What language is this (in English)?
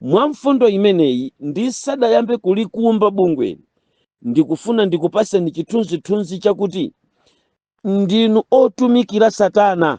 Nyanja